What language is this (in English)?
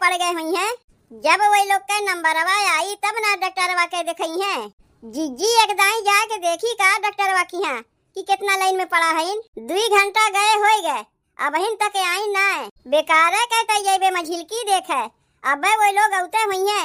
Awadhi